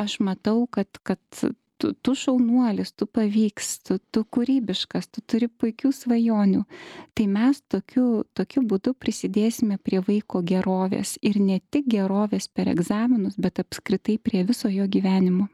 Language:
Lithuanian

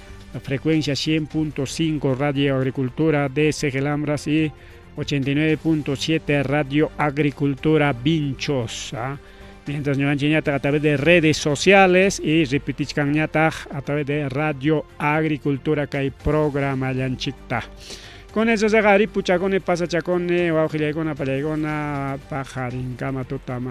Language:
Ayacucho Quechua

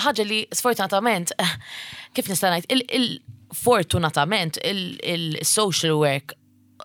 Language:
Maltese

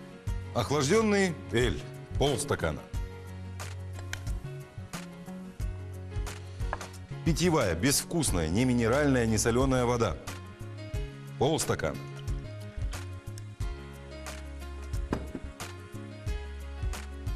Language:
Russian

